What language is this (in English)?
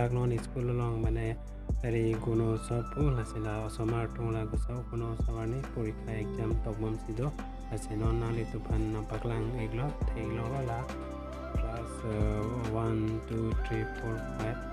Karbi